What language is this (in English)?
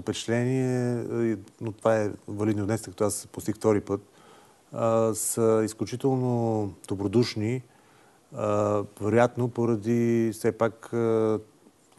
Bulgarian